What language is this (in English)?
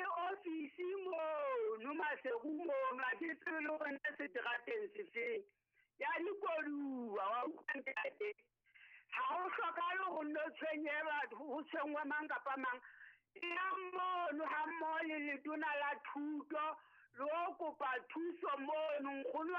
Southern Sotho